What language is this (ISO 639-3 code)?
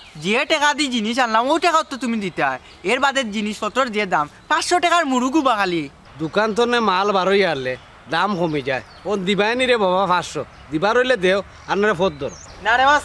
syl